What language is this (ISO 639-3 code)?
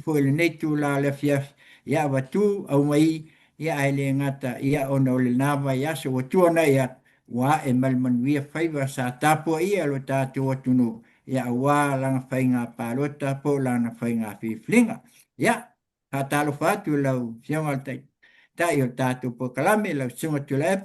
smo